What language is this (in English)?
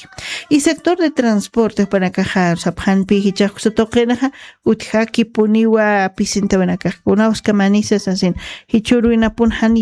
Aymara